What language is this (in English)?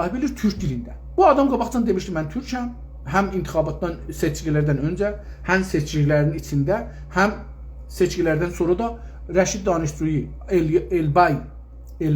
South Azerbaijani